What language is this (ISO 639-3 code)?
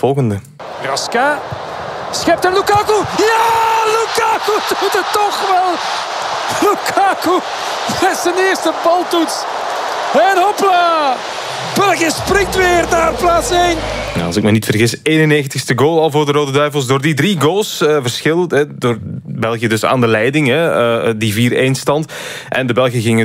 nld